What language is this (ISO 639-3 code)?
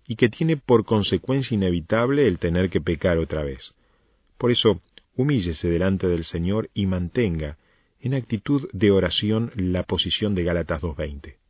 spa